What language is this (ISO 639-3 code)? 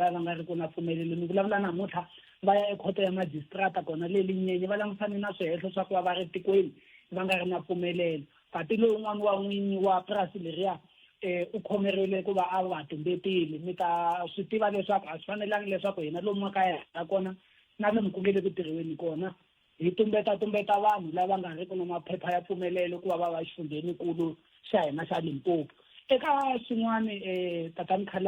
tso